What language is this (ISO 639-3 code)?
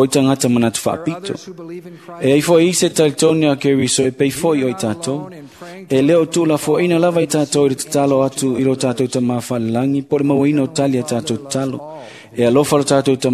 smo